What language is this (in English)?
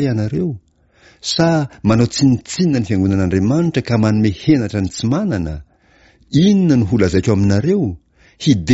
Malagasy